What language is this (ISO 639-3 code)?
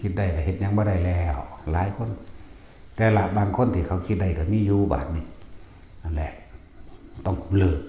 tts